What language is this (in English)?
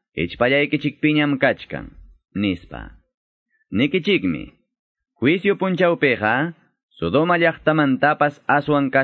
Quechua